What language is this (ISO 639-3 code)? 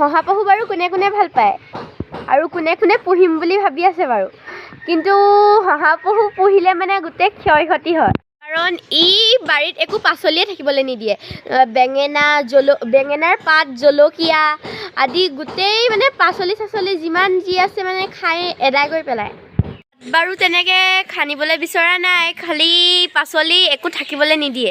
asm